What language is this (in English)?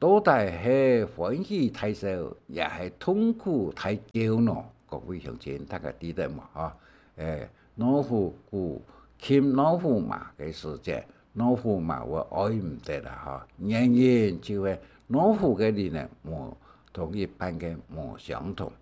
Hakka Chinese